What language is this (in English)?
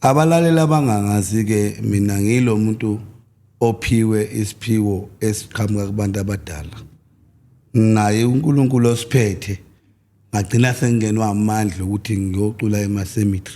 Zulu